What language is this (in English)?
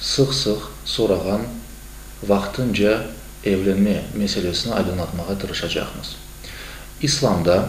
Crimean Tatar